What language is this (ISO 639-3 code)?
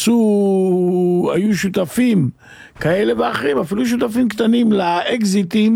heb